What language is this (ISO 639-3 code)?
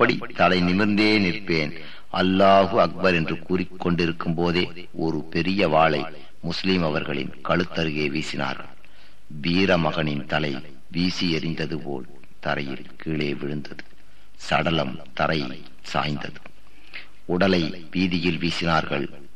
tam